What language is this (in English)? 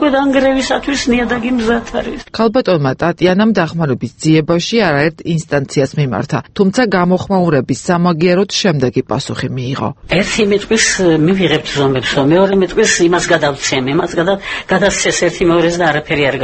Georgian